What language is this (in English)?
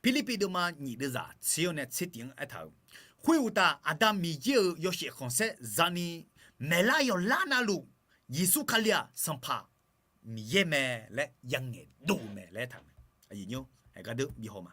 Akha